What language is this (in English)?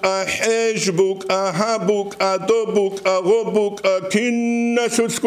Avaric